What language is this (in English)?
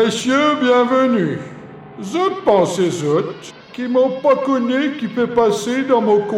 Morisyen